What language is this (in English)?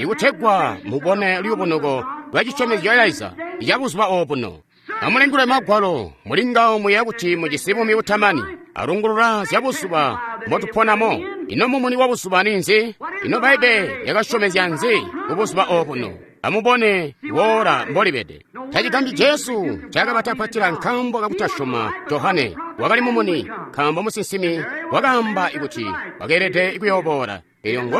Tonga (Zambia)